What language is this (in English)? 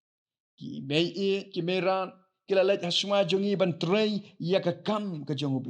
Khasi